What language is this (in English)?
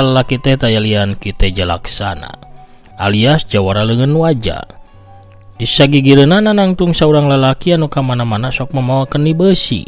Sundanese